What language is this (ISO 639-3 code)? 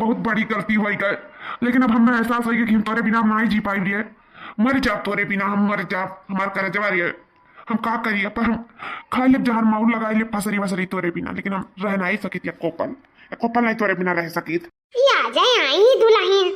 awa